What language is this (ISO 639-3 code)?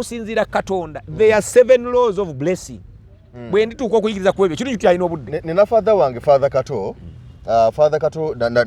lug